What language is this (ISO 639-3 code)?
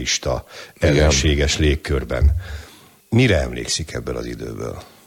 hun